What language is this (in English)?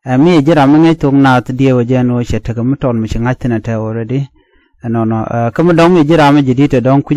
Nuer